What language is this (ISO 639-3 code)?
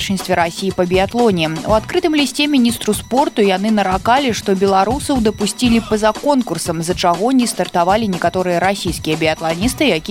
bel